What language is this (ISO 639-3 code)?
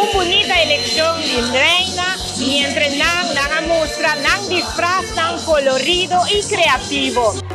pap